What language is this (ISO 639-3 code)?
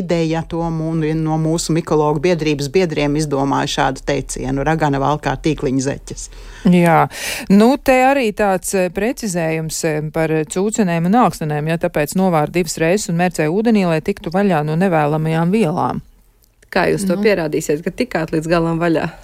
lav